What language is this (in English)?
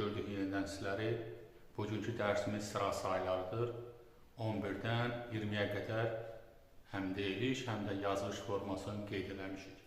Azerbaijani